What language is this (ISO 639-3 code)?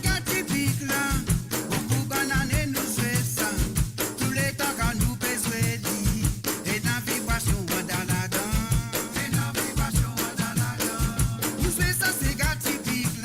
mfe